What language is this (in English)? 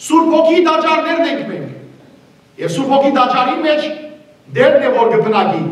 Western Armenian